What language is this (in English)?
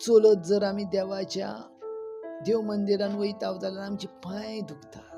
Konkani